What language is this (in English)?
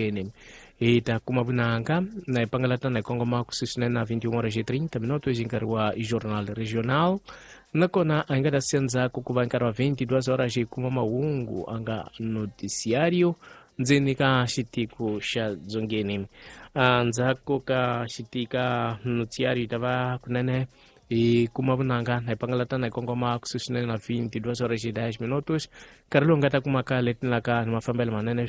Tsonga